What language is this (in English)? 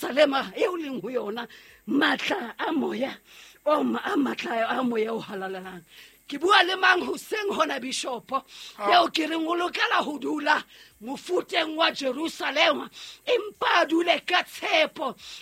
Southern Sotho